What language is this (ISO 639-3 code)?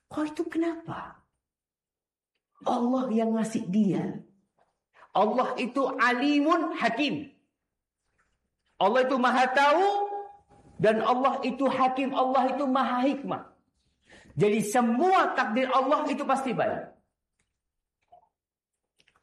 ind